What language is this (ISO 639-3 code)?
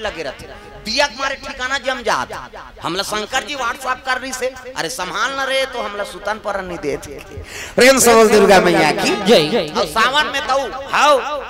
hne